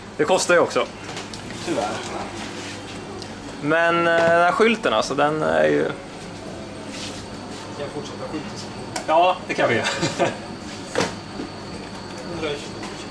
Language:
Swedish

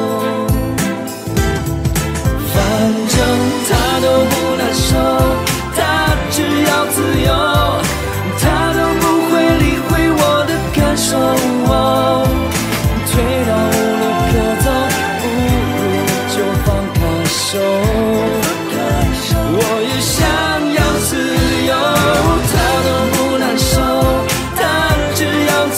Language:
Chinese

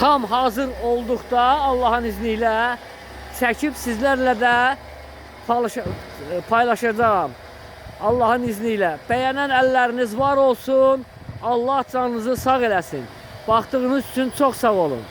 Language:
Azerbaijani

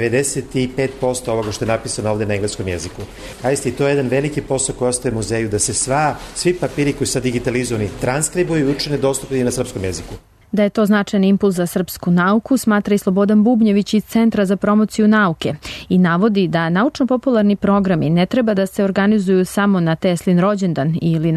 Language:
Serbian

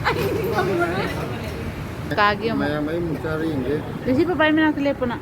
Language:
Manipuri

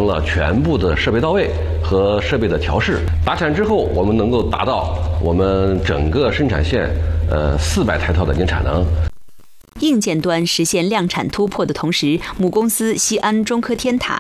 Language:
Chinese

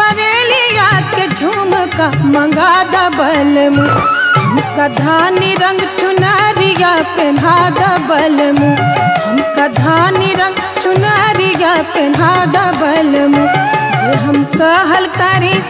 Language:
Bhojpuri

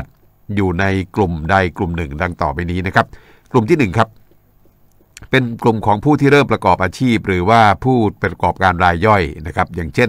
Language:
Thai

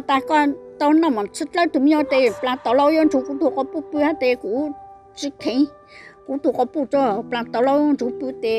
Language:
Hmong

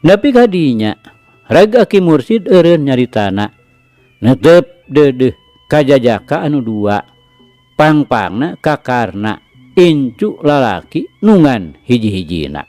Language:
Sundanese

